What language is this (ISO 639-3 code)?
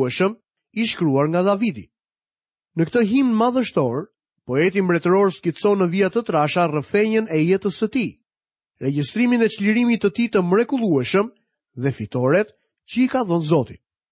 sqi